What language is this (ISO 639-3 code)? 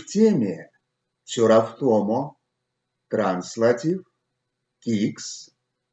myv